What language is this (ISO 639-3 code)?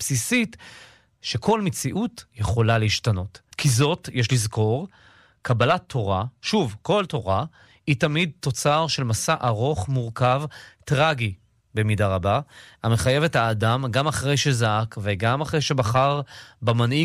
heb